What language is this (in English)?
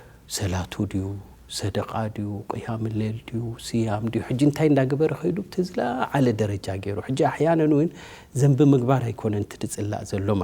Tigrinya